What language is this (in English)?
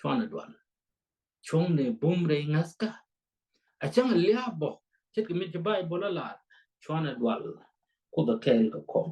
Nuer